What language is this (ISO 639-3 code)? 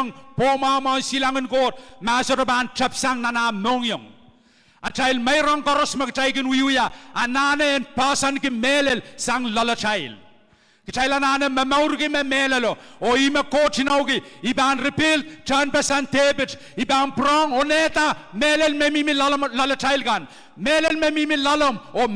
pon